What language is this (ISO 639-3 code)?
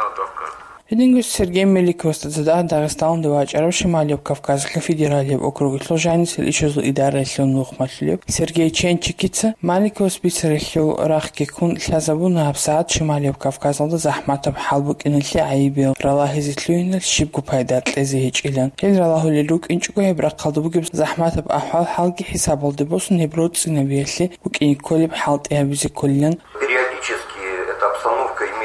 ava